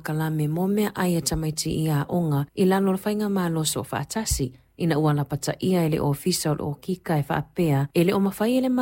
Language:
Samoan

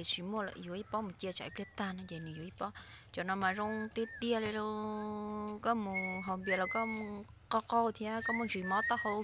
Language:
Hmong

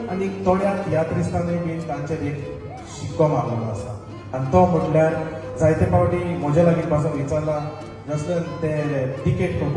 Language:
Konkani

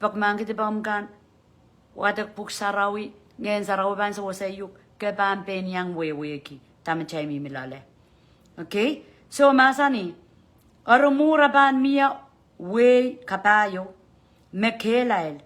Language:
Pohnpeian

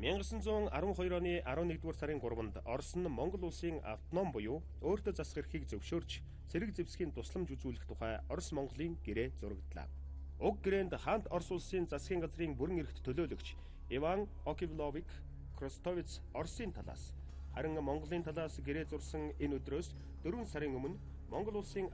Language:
Mongolian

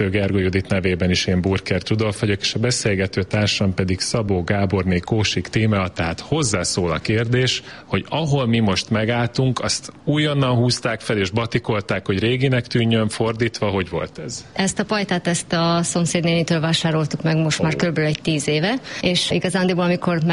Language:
Hungarian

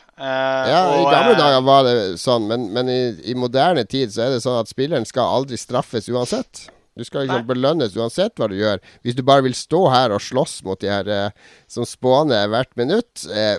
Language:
Norwegian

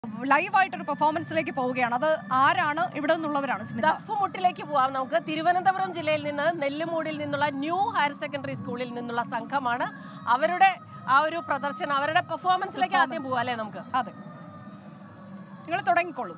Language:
Malayalam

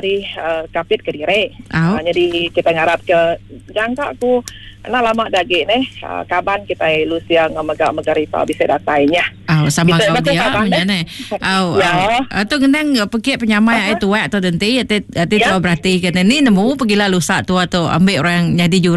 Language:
Iban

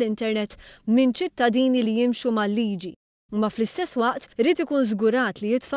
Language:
Maltese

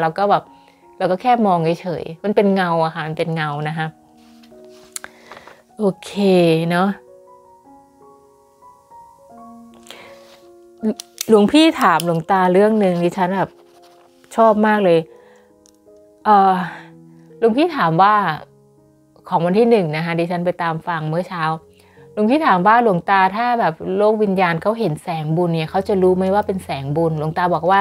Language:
Thai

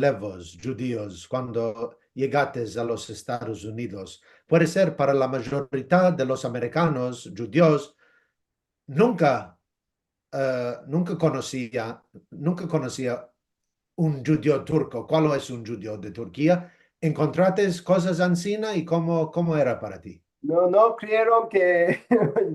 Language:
Ladino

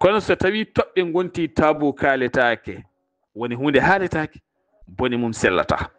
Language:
Fula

